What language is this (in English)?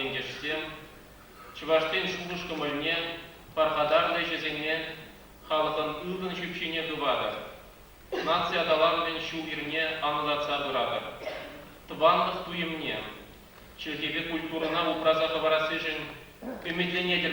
Chuvash